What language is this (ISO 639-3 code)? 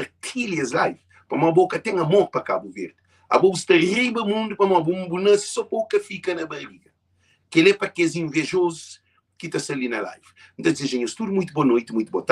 kea